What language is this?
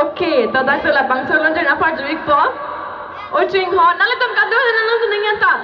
Karbi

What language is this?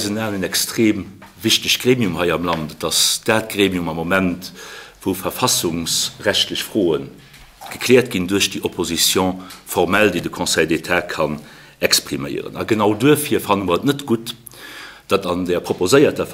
Luxembourgish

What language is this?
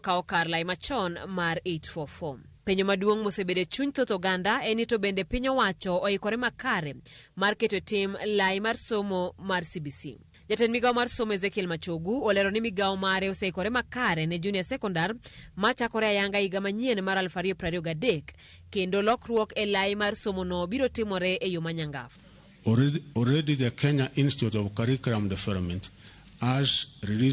Luo (Kenya and Tanzania)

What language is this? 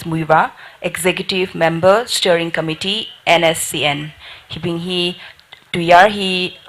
Tangkhul Naga (India)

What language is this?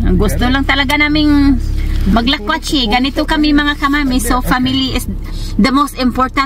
Filipino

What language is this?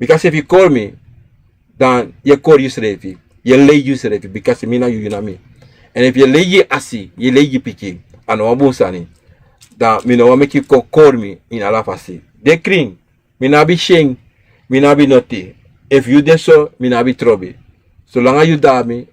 Sranan Tongo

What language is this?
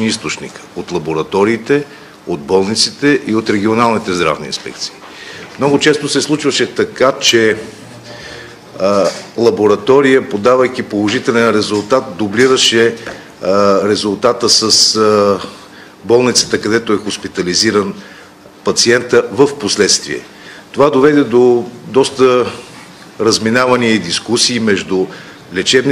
Bulgarian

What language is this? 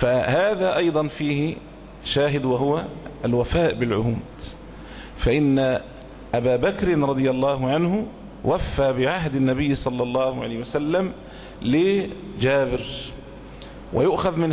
Arabic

